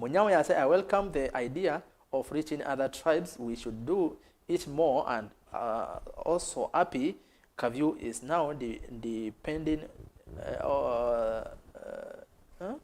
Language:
Kamba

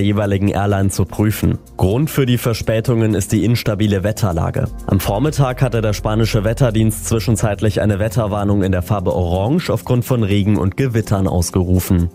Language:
German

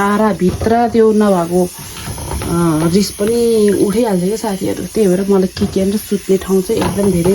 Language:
Nepali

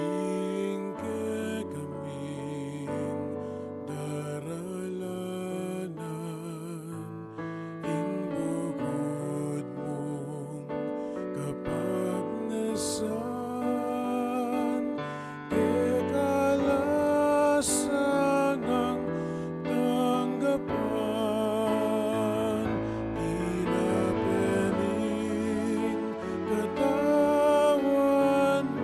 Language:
Pampanga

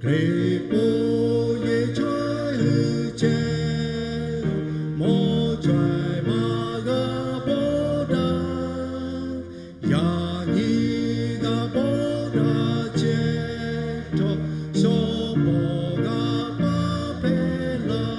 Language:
Lahu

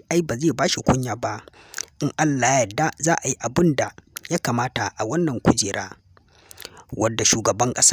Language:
Hausa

